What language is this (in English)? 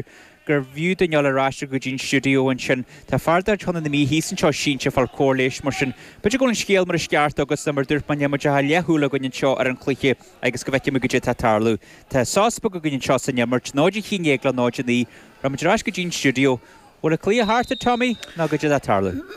Irish